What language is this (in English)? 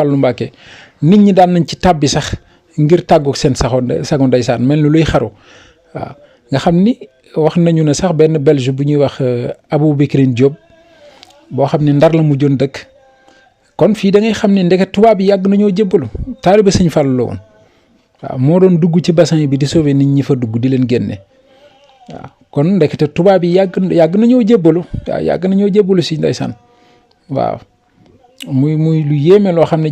Wolof